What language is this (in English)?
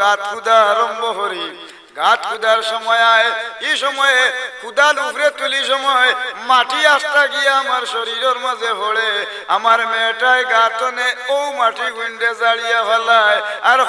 Sylheti